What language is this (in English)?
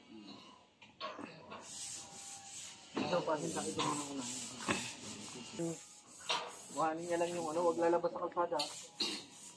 Filipino